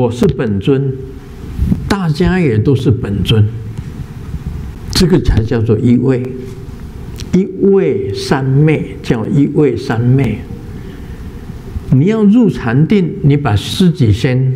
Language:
Chinese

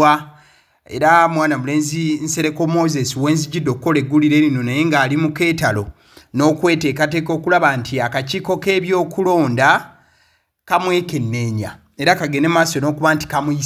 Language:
Ganda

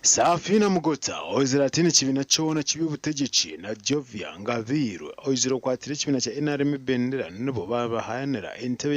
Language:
Nyankole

